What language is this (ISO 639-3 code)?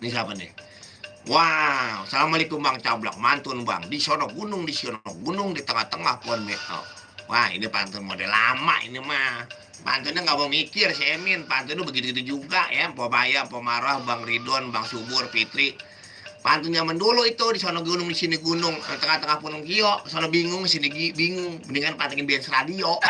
bew